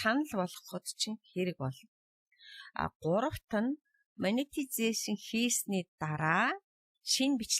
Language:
Mongolian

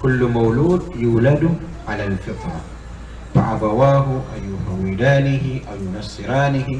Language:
Maranao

